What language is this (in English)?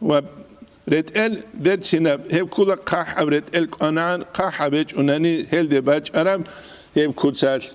Avaric